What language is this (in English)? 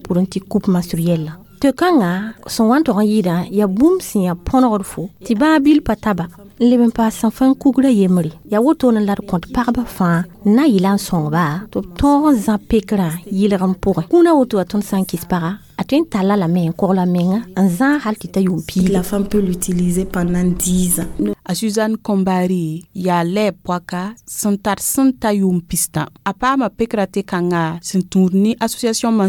Mossi